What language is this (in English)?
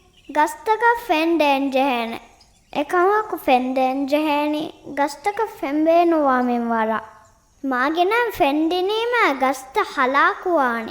Divehi